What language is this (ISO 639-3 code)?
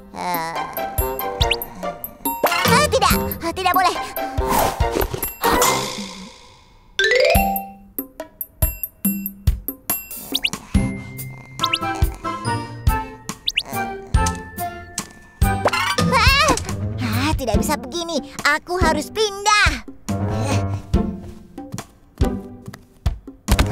ind